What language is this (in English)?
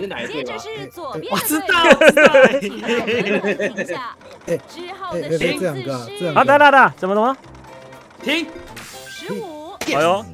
Chinese